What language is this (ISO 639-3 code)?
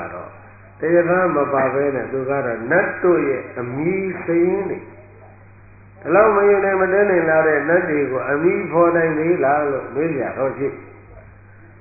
mya